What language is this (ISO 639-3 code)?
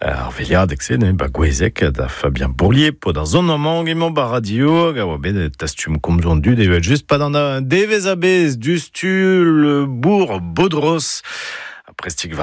bre